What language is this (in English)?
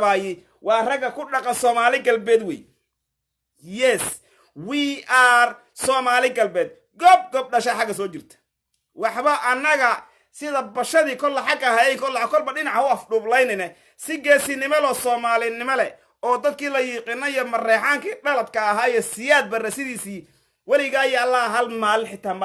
Somali